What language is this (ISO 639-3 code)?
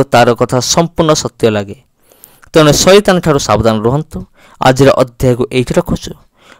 ori